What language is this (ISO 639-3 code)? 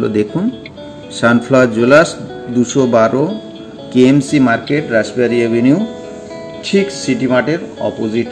ben